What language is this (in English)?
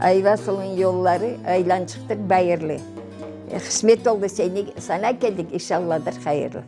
Crimean Tatar